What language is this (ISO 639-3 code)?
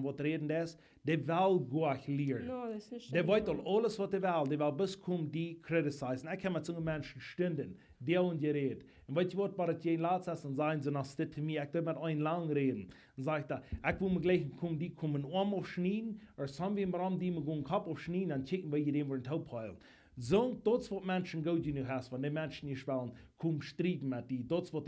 pdt